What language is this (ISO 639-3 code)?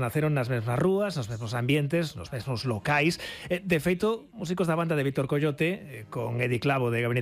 glg